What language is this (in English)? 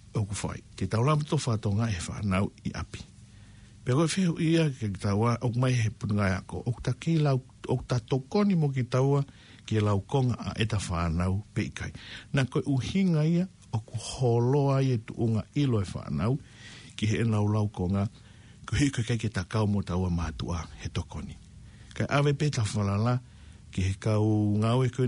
Tongan